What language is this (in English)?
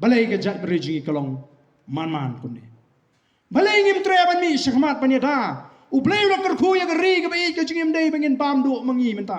Khasi